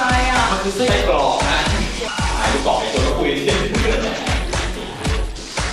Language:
Thai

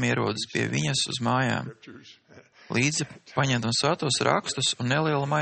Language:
Latvian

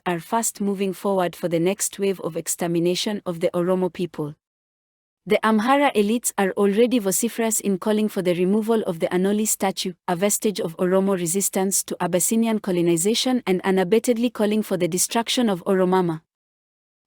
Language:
English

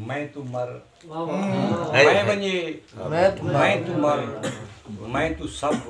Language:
Saraiki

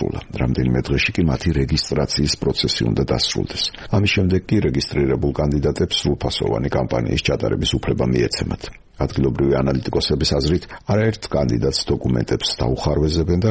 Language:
Georgian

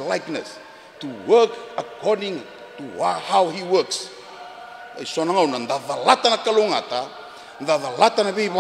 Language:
Fijian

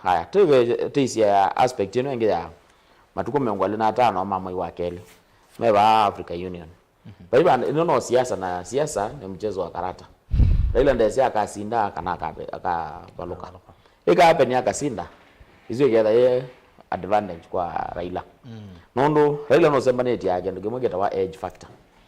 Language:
Kamba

